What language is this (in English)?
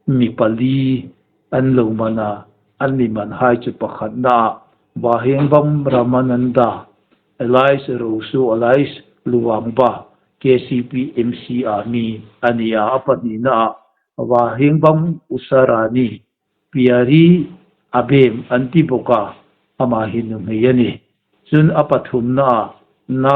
Hmar